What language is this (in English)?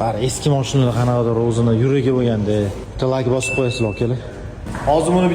Uzbek